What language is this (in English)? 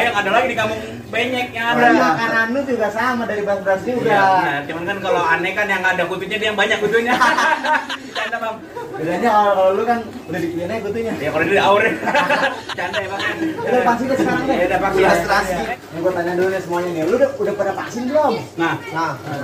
Betawi